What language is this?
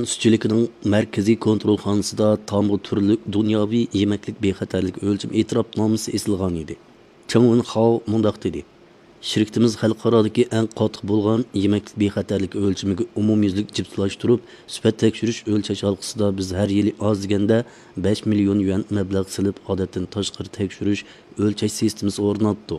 Uyghur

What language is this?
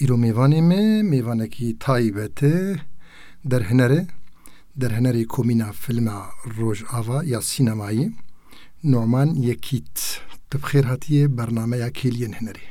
Kurdish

